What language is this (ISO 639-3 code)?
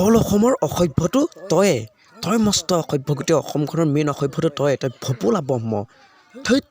asm